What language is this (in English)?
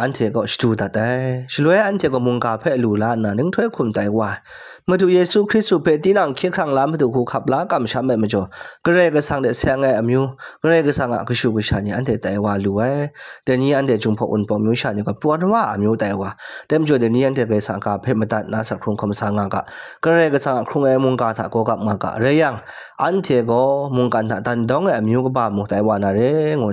Kachin